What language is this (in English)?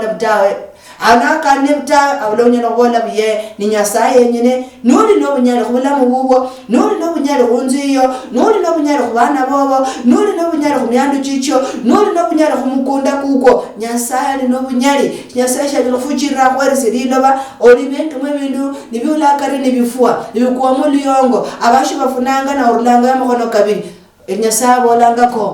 Luyia